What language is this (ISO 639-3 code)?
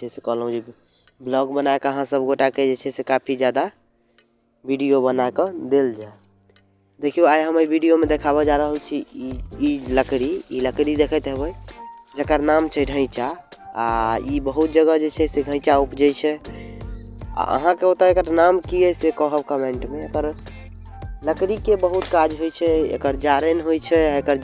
mai